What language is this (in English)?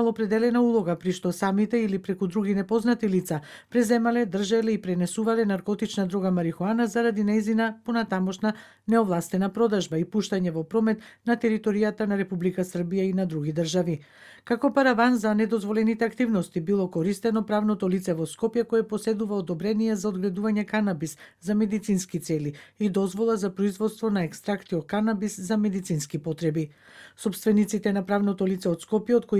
Macedonian